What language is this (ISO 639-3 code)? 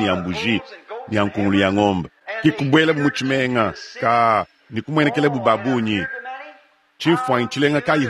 lua